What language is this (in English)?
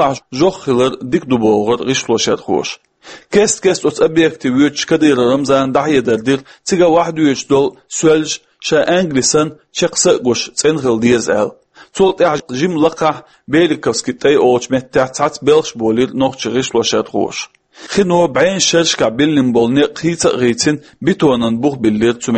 Chechen